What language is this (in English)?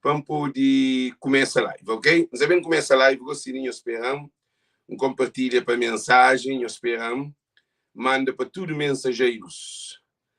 Kabuverdianu